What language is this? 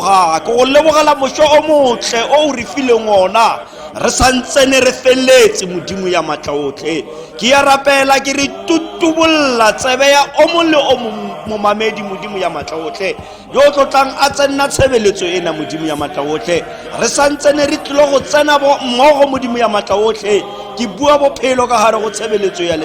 Tswana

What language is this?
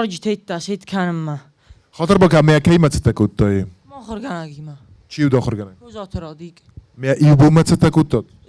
Ossetic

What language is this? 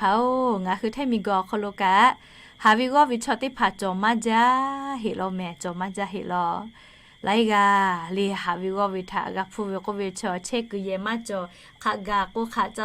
Lahu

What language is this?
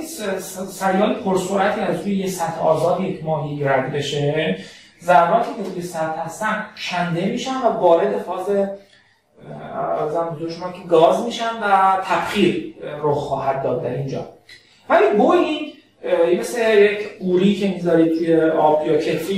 Persian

